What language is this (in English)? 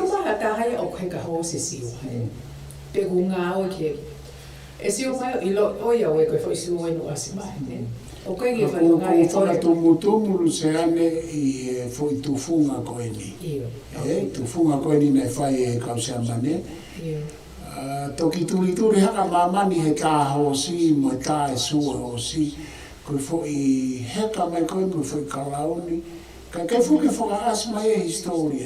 Tongan